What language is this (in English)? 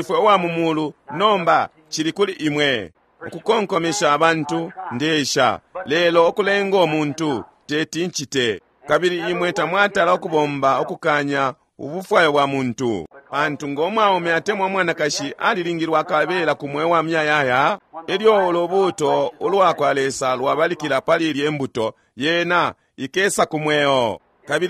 Bemba